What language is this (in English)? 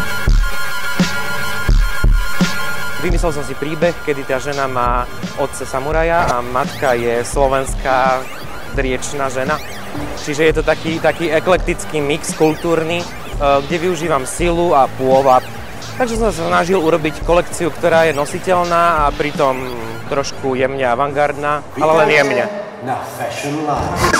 Slovak